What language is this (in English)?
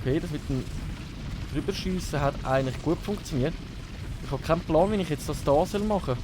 Swiss German